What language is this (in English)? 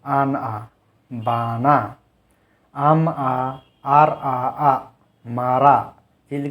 Santali